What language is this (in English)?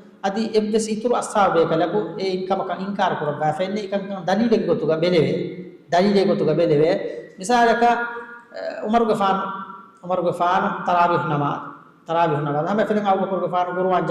Divehi